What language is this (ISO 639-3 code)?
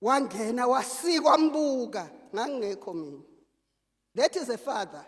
zul